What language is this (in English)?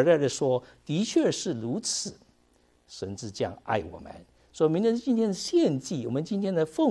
Chinese